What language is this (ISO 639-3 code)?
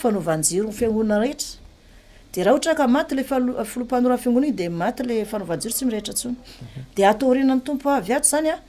mlg